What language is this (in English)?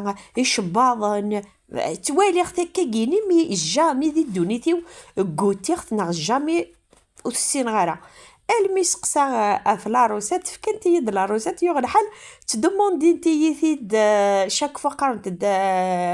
Kabyle